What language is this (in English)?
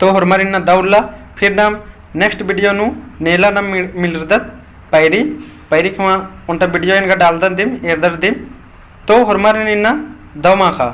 Kurukh